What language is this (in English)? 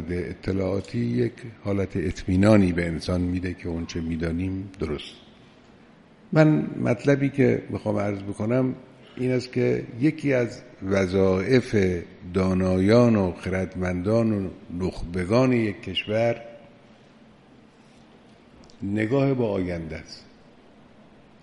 Persian